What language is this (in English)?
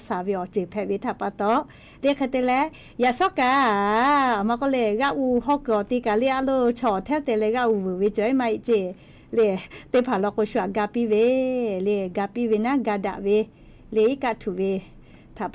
Lahu